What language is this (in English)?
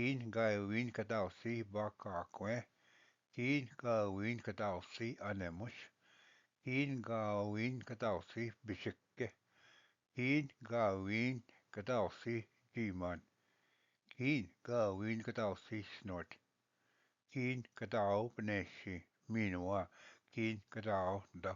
Ojibwa